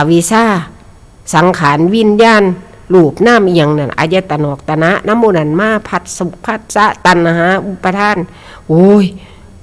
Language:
Northeastern Thai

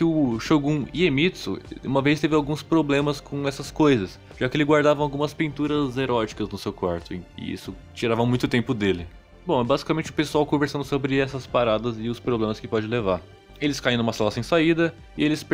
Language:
Portuguese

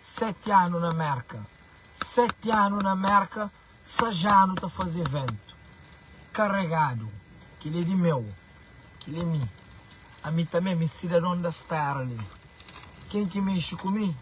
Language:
Kabuverdianu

